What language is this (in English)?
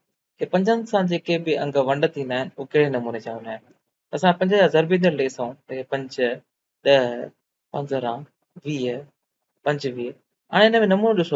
Sindhi